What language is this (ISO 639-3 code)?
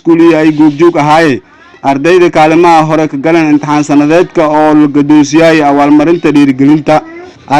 som